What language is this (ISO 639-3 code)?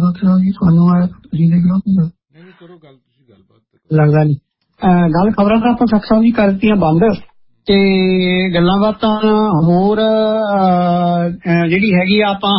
pan